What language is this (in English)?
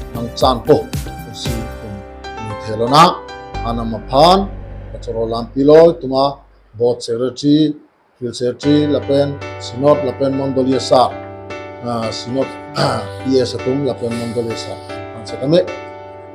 Karbi